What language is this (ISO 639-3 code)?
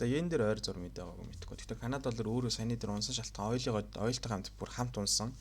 mon